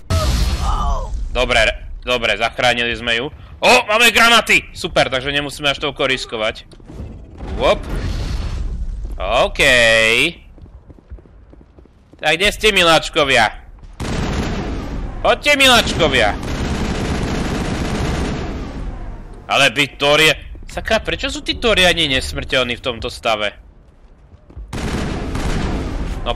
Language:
Slovak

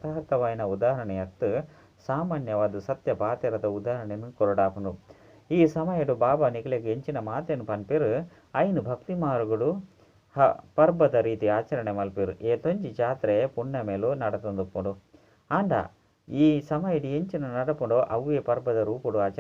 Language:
Tulu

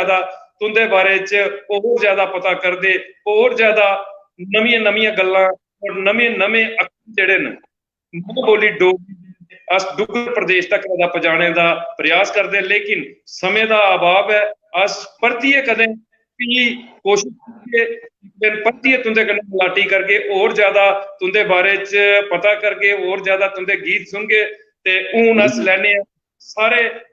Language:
Dogri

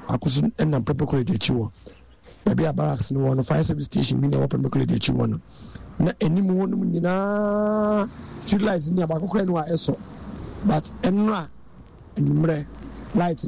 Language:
Akan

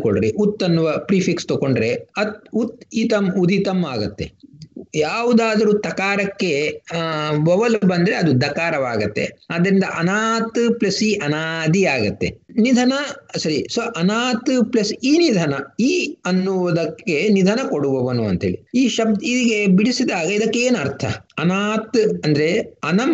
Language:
Kannada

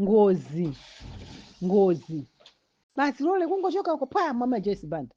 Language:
Nyanja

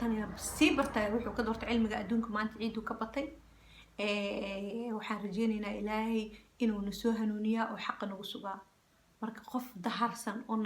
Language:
Somali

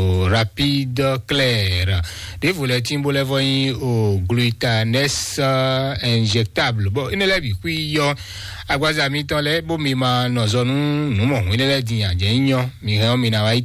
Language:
Fon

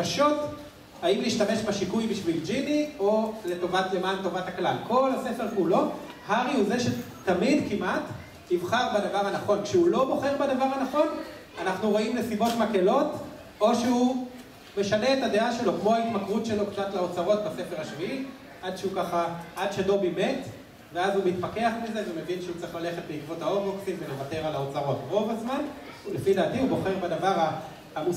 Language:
Hebrew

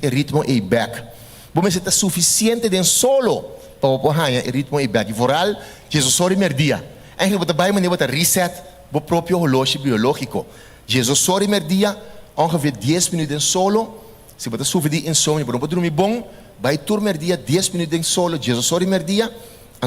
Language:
Papiamento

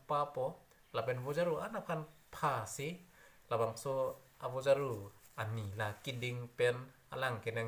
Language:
Karbi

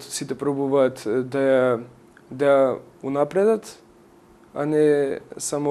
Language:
Macedonian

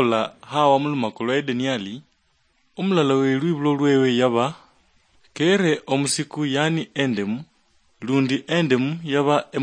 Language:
Luyia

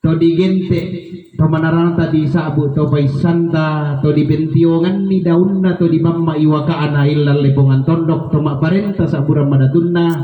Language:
Toraja-Sa'dan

